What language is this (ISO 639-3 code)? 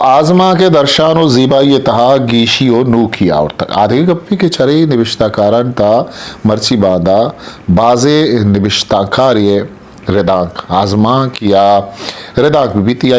bgp